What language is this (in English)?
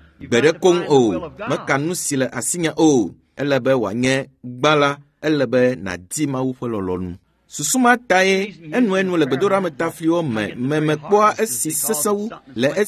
Ewe